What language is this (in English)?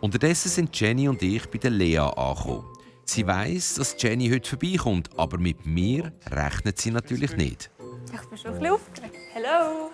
Swiss German